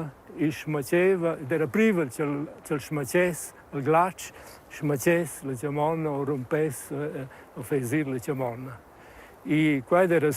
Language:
Romansh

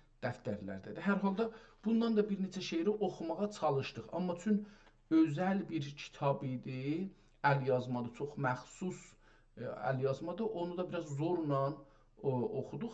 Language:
South Azerbaijani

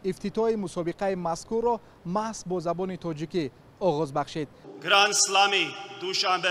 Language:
Tajik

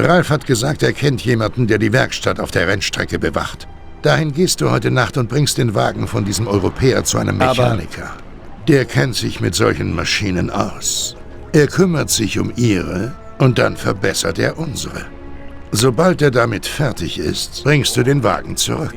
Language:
Bavarian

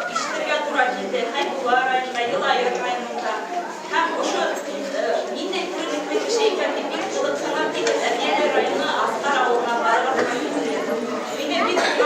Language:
Bashkir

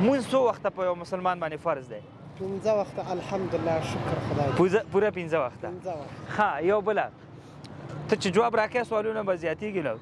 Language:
Pashto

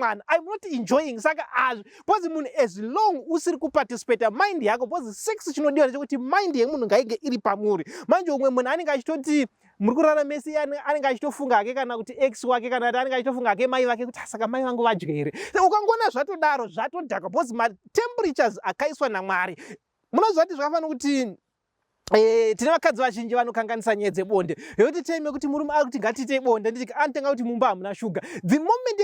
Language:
Shona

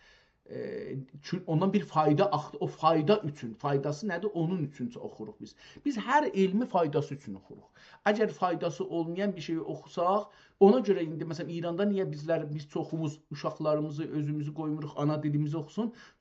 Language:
South Azerbaijani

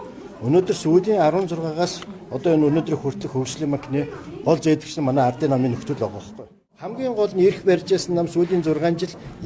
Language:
Mongolian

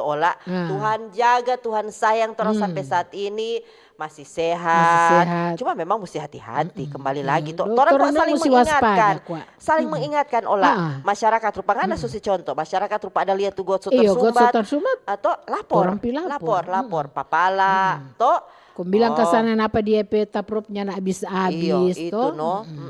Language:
Manado Malay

